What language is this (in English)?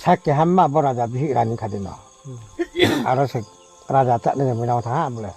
Riang (India)